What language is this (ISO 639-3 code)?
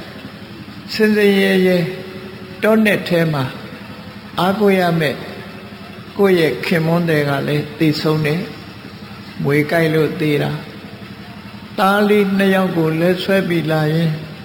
mya